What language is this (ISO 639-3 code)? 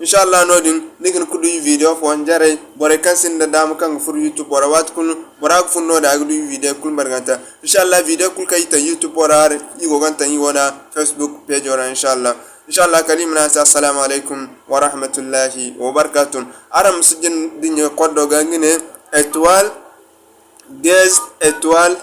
dje